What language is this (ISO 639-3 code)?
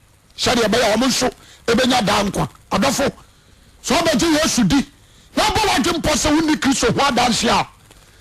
aka